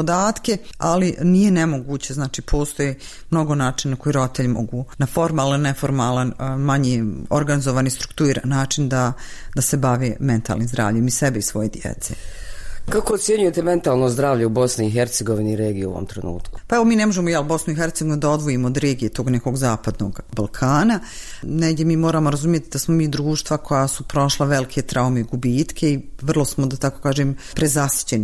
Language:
Bosnian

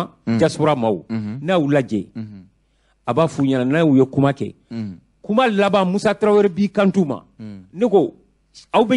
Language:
Bambara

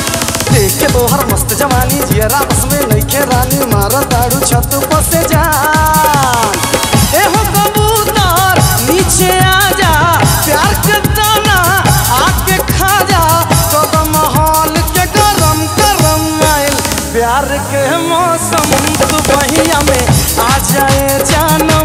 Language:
Bhojpuri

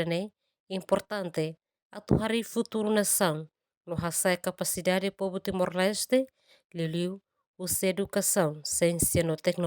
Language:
Tetum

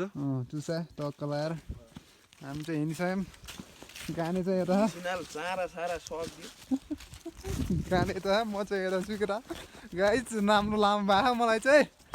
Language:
Nepali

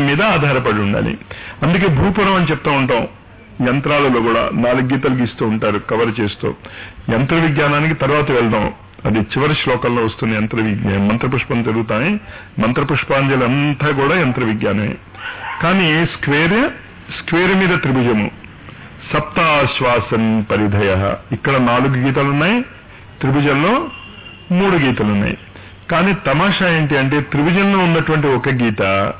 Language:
Telugu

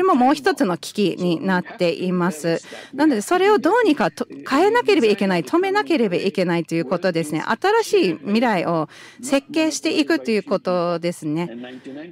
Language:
Japanese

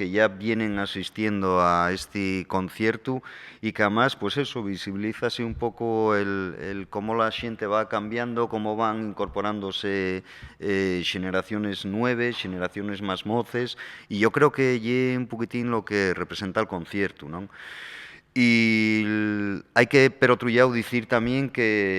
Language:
Asturian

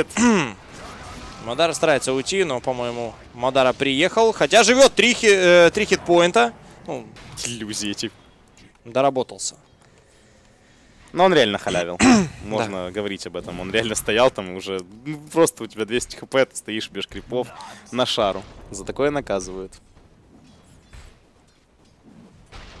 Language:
Russian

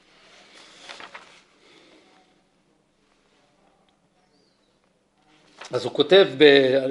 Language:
Hebrew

